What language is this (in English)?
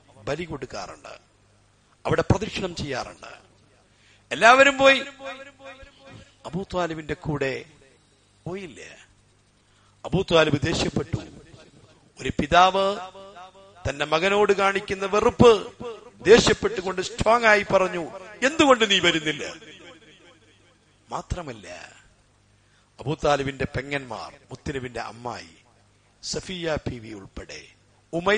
Malayalam